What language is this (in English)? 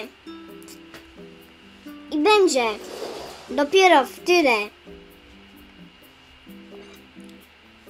Polish